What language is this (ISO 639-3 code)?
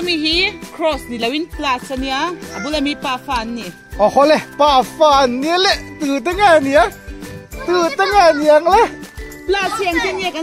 lus